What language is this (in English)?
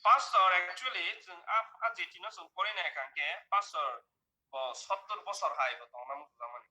Kok Borok